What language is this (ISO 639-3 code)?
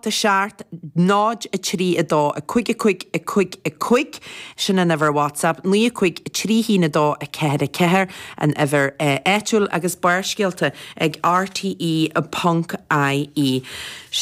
gle